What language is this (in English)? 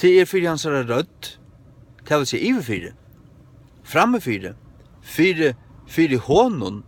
Faroese